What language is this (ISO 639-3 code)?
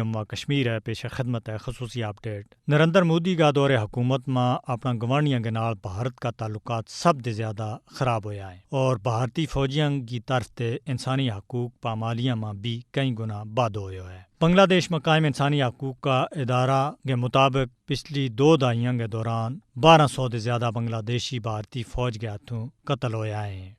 gju